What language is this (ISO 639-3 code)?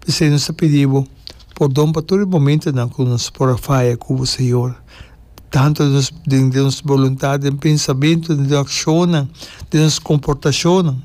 pap